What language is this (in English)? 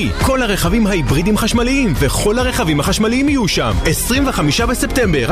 Hebrew